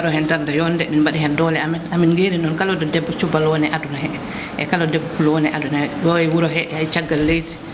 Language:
Fula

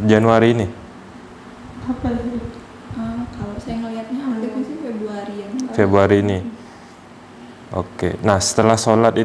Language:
Indonesian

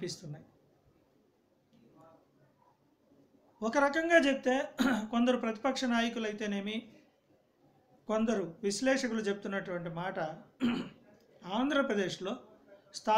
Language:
Telugu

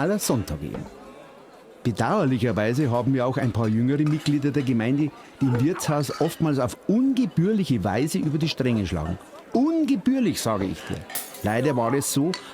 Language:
Bavarian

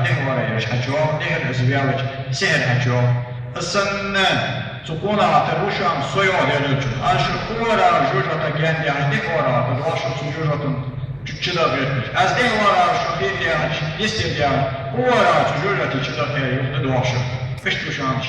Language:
Ingush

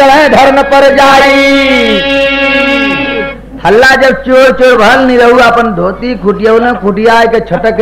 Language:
Bhojpuri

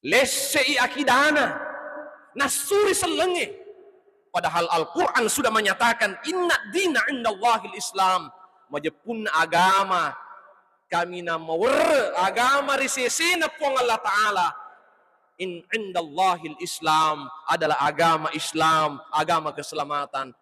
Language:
Buginese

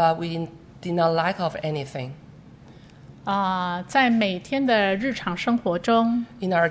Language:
Chinese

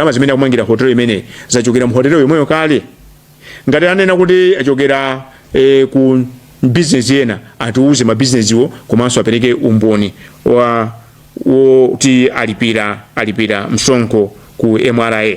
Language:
Nyanja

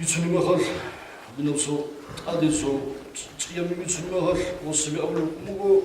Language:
Avaric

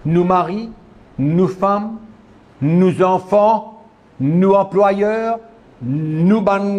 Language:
Morisyen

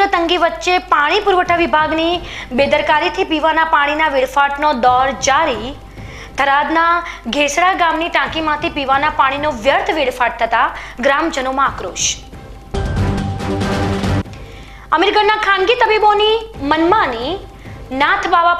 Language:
Gujarati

